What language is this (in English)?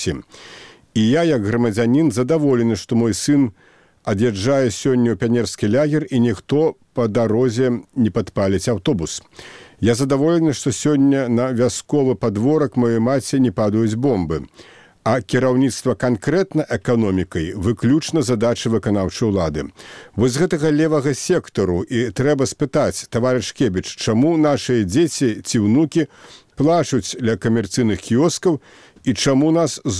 Belarusian